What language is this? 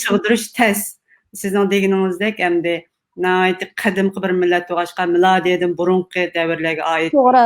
Uyghur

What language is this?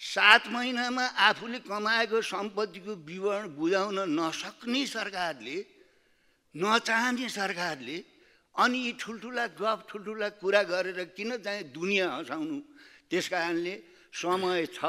Nepali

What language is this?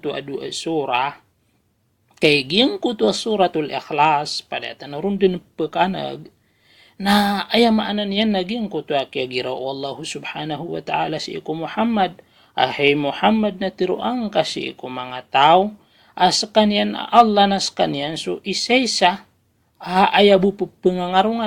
Maranao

